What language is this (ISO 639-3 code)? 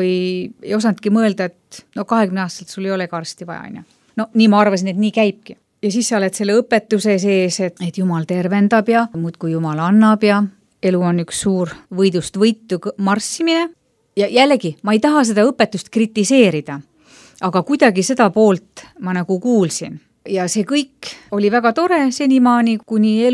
est